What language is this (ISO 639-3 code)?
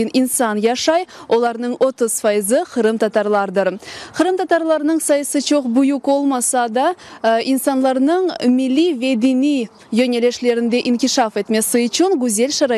crh